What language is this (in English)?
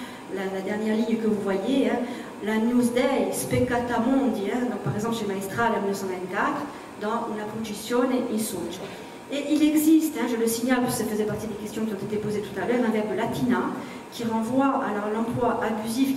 French